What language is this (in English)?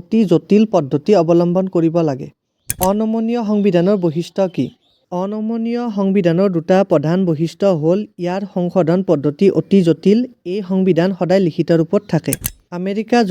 Assamese